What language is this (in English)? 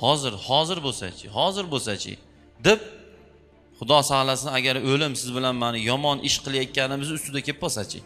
Uzbek